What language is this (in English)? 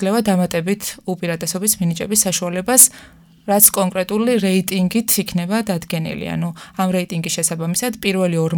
Georgian